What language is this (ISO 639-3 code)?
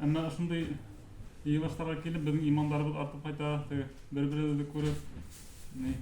bak